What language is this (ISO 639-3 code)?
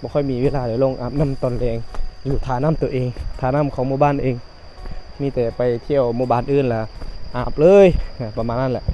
lao